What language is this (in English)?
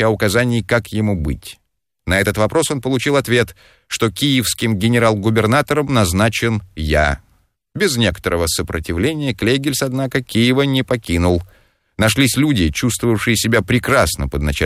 Russian